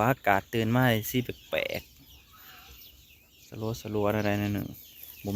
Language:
Northeastern Thai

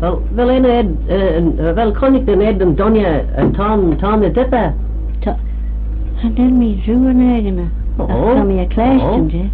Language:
Manx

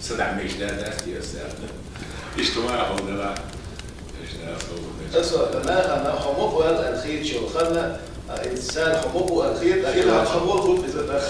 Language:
Chechen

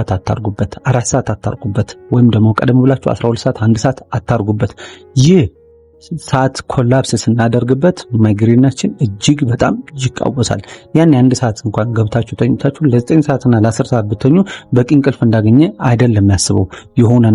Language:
Amharic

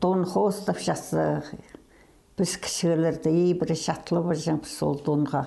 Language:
Khakas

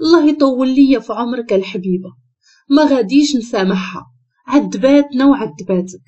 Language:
Moroccan Arabic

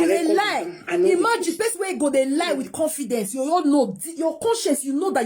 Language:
Nigerian Pidgin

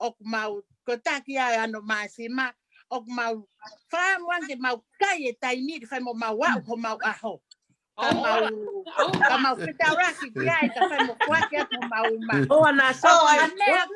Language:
Tongan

